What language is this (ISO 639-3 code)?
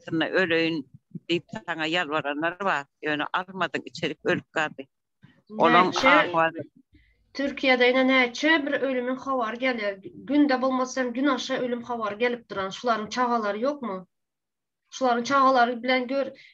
tuk